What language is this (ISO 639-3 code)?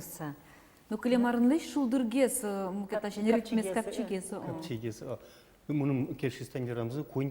udm